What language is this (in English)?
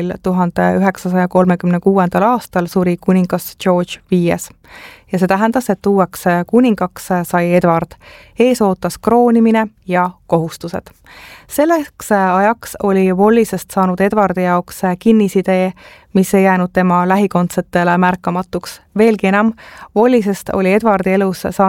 Estonian